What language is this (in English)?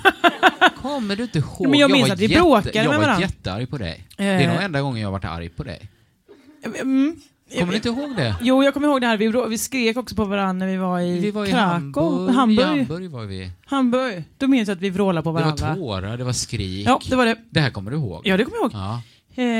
Swedish